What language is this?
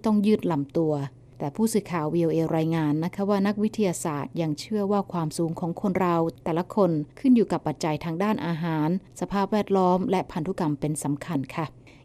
Thai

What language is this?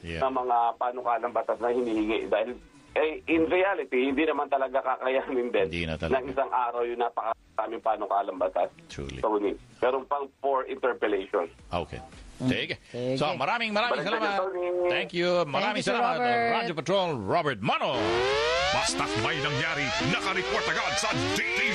Filipino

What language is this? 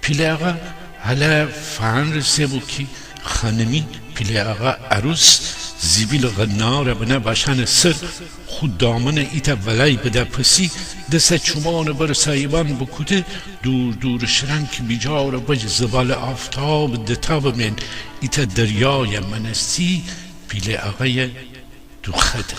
Gilaki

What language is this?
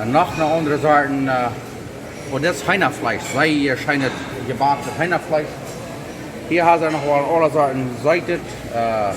Plautdietsch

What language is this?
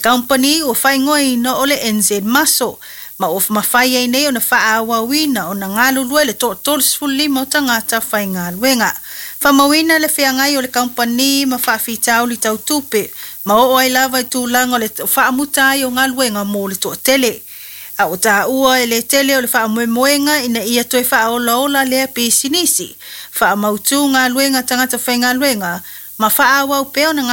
Samoan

